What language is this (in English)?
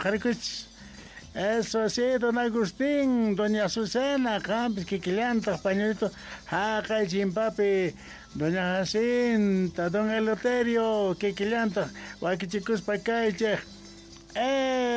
Quechua